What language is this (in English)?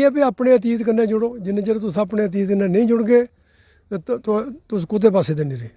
Dogri